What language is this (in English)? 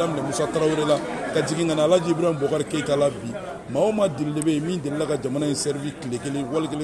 Bambara